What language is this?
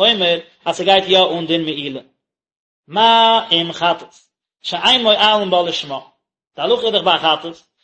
Yiddish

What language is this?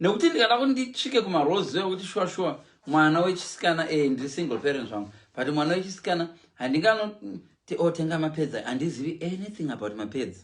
Shona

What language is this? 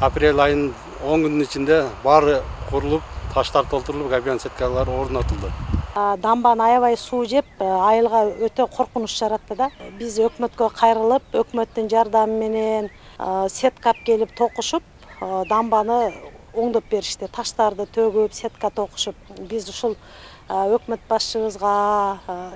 Kyrgyz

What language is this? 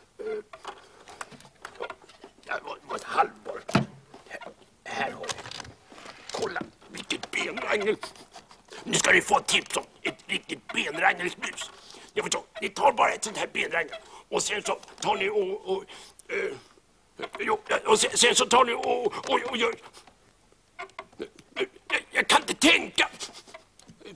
Swedish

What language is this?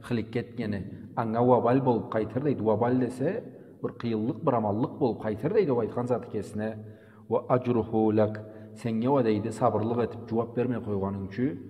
Karachay-Balkar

